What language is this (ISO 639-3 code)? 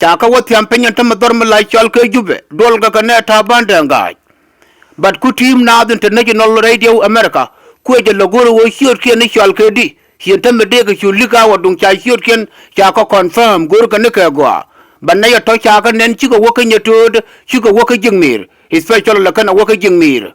nus